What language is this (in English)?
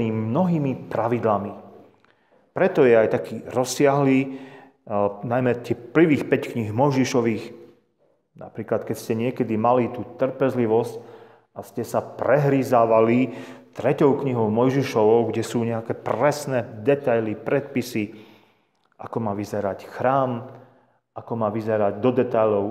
Slovak